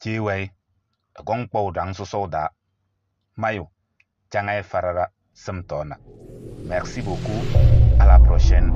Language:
Kabiyè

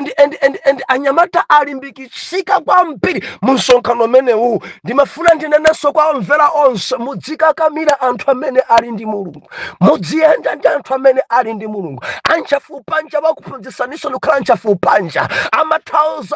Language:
Nyanja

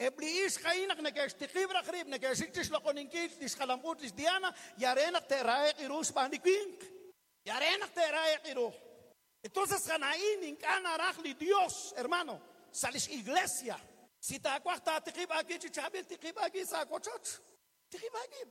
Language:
Kekchí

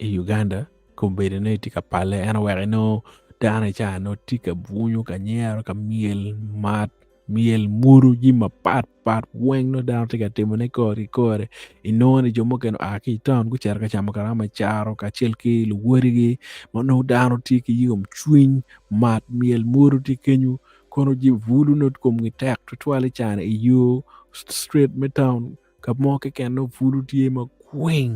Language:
Acoli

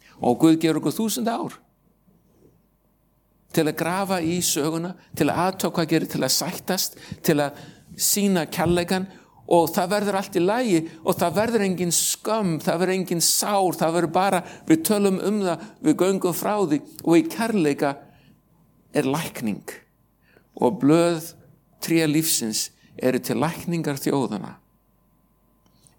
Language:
Icelandic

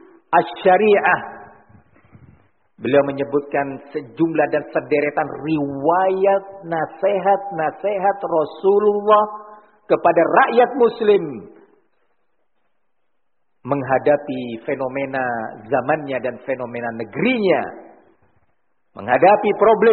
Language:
Indonesian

